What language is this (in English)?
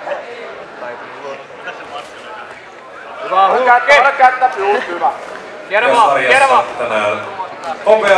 Finnish